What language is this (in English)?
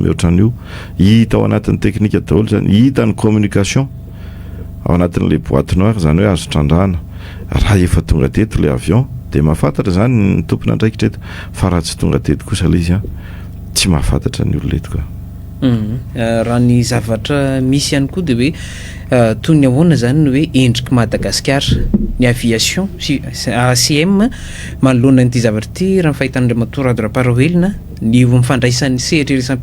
Malagasy